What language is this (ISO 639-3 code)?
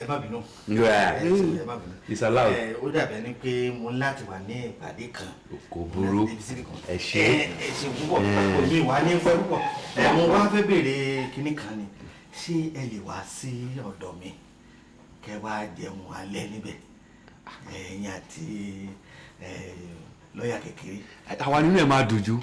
yor